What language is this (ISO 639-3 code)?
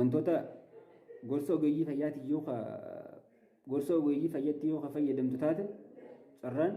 orm